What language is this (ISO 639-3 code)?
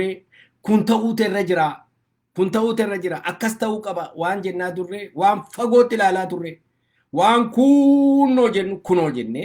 orm